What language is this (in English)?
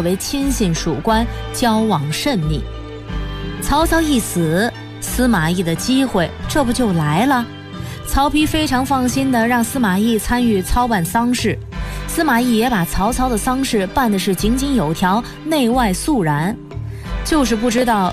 Chinese